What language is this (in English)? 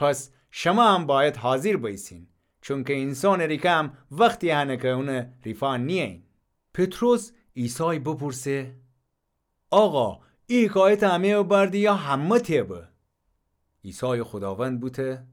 Gilaki